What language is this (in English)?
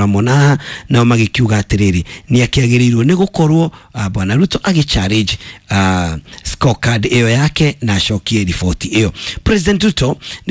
Kikuyu